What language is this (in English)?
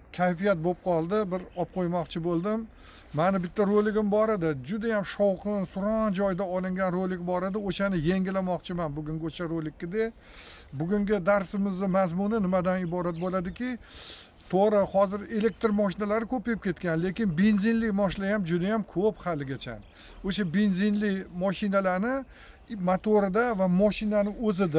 Uzbek